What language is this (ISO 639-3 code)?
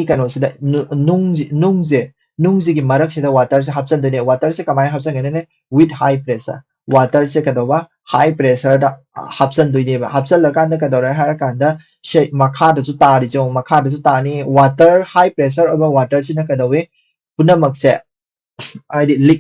mni